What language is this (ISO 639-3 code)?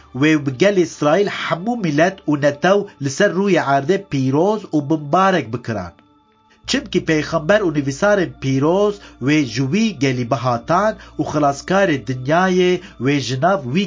kur